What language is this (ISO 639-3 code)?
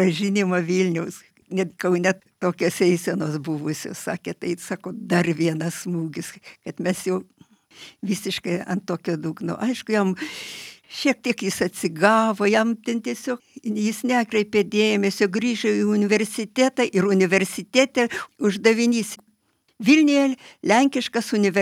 lit